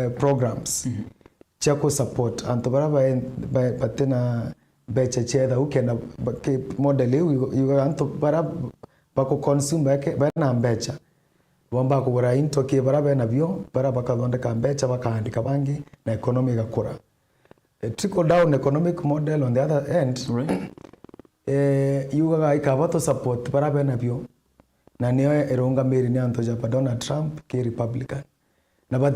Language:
Meru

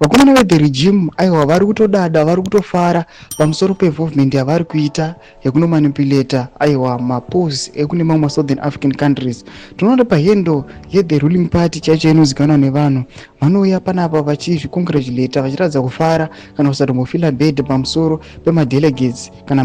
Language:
Shona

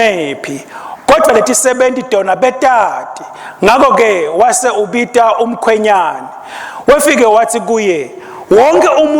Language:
Swati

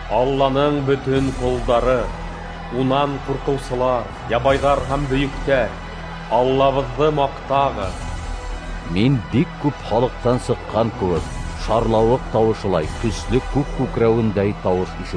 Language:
Bashkir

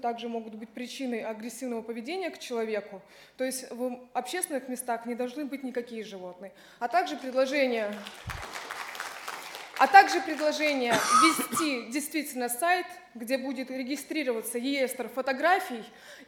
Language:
Russian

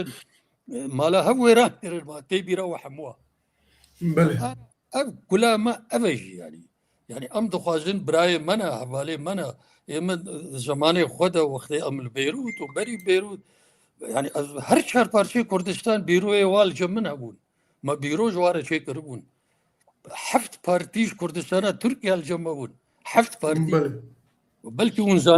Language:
Kurdish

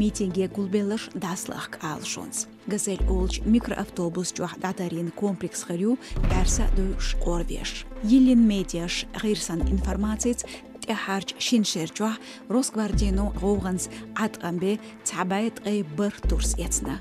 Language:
Chechen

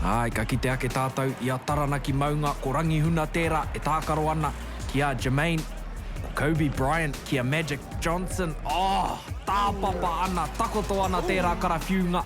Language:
Māori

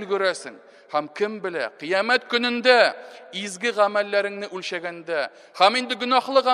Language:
Tatar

